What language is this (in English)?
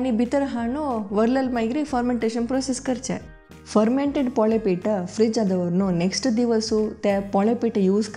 Konkani